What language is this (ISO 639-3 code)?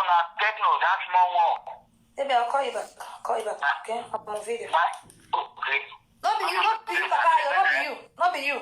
pcm